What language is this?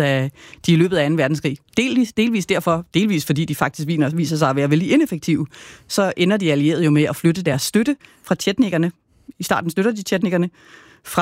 Danish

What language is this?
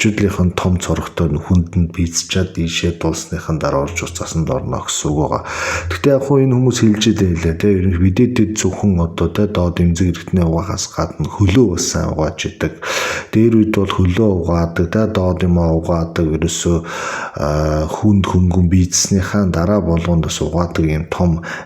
Mongolian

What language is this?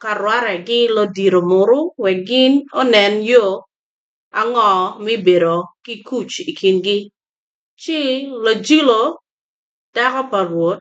Acoli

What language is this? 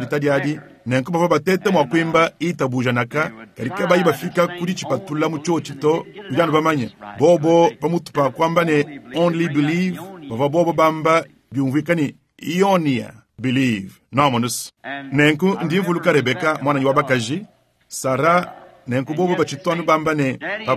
Luba-Lulua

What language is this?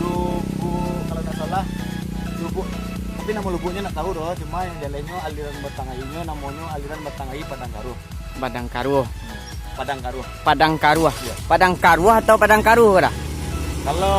Minangkabau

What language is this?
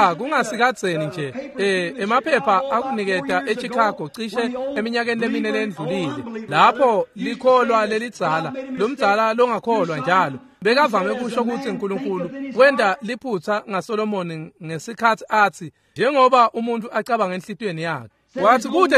Swati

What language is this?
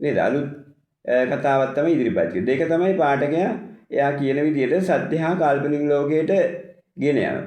Sinhala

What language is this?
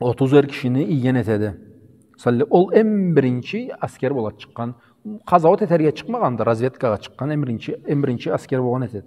Karachay-Balkar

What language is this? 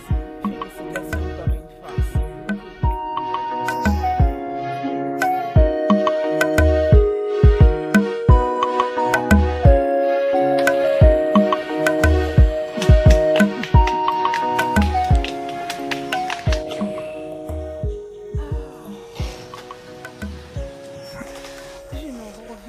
French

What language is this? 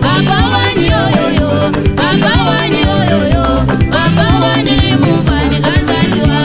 Luba-Lulua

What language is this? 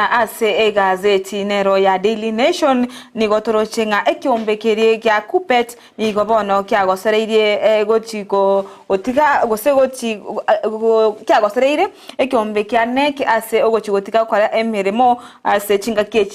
Gusii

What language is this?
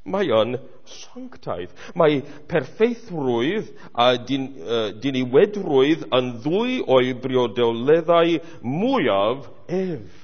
Welsh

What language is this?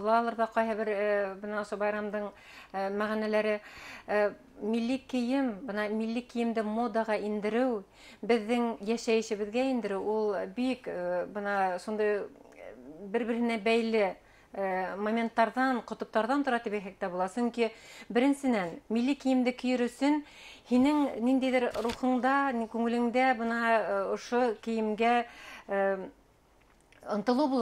Bashkir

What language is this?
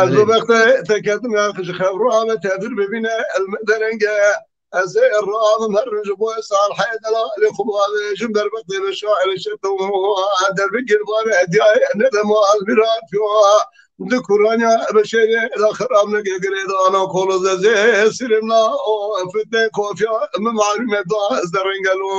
Kurdish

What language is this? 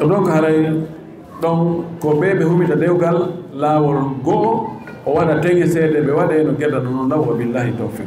Fula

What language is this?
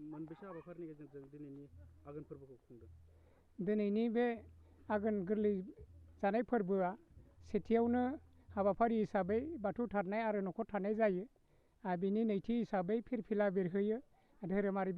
Bodo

